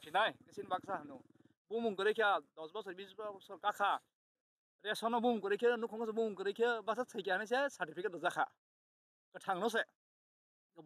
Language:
Kok Borok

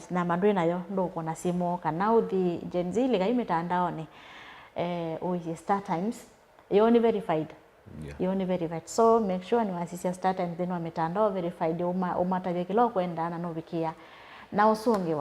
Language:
Kamba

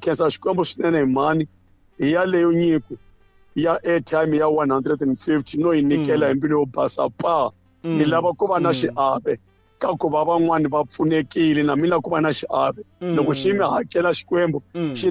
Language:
Tsonga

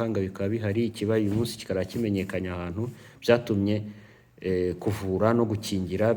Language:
Kinyarwanda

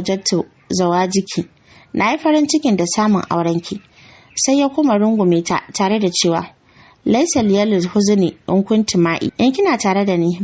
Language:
Hausa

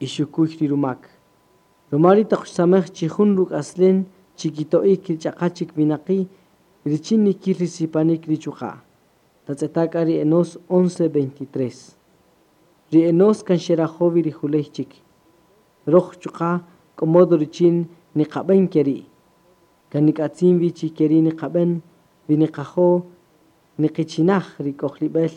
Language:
Kaqchikel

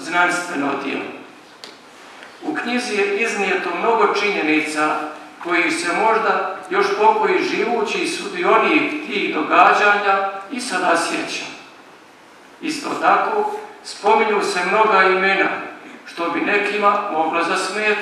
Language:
Croatian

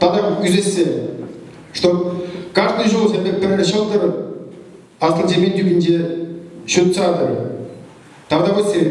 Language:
Chuvash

